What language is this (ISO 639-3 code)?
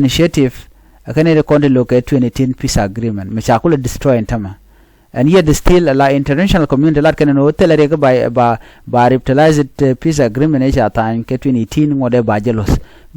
nus